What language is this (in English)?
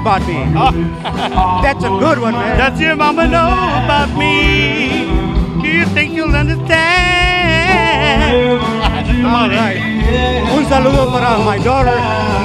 English